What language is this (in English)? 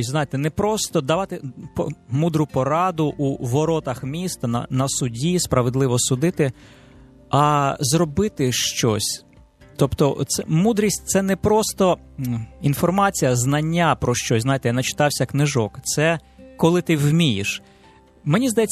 Ukrainian